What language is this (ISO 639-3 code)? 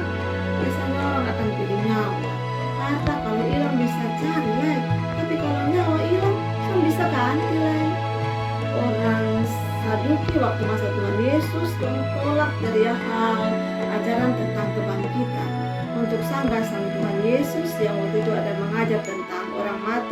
mkn